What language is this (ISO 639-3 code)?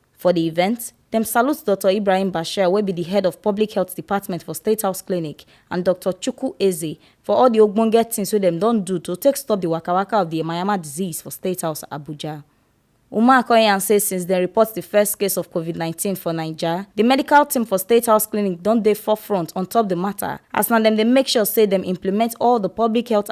pcm